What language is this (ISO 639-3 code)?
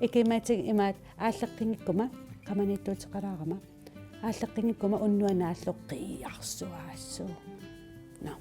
kal